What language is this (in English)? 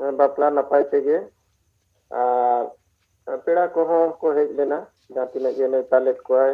Santali